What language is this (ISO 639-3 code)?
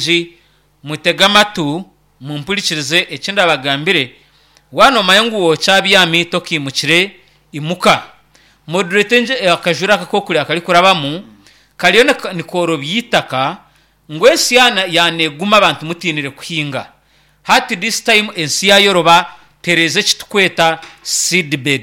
nyn